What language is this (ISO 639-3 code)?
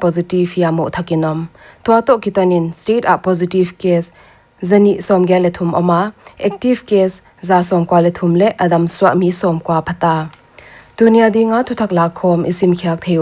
pck